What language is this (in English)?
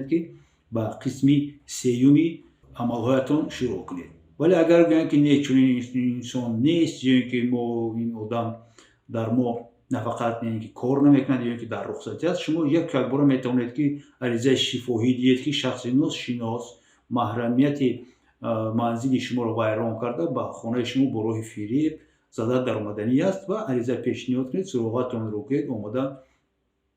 Tajik